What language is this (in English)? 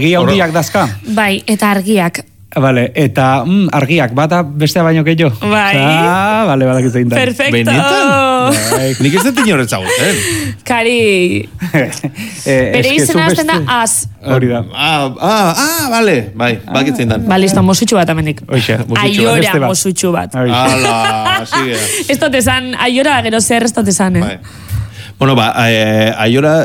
Basque